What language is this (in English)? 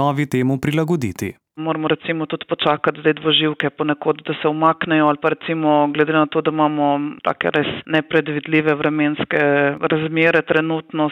Slovenian